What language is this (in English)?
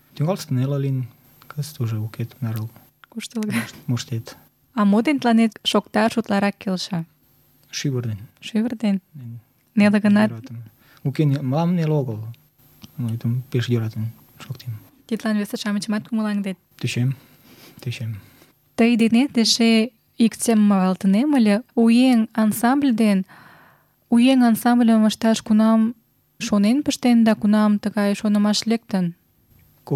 Mari